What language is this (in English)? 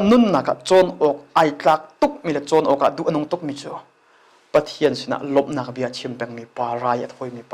Hakha Chin